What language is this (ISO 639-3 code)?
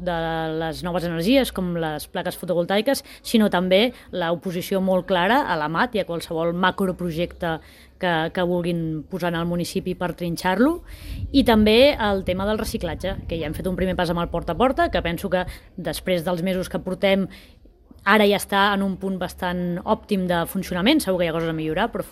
cat